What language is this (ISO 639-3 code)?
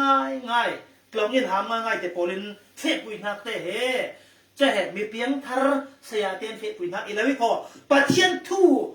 cfm